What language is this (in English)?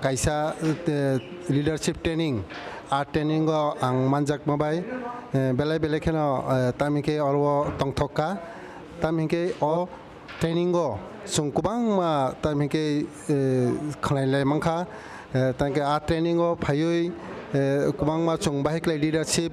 Kok Borok